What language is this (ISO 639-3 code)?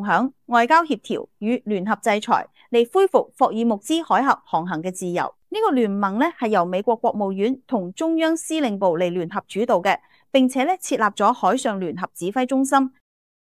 yue